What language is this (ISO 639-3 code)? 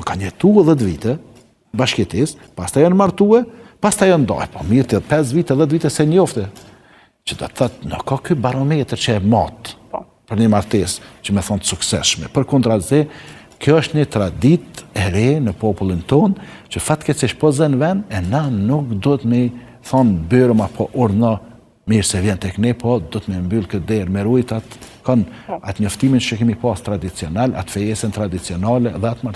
sqi